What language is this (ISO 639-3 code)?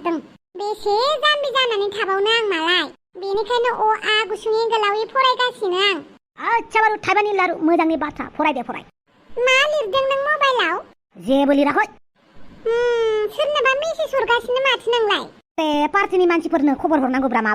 brx